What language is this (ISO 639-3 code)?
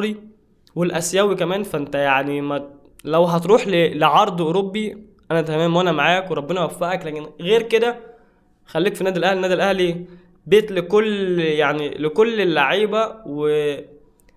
arz